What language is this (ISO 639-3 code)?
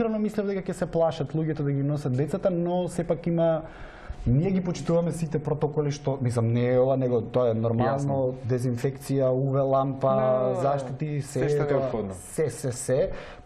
mkd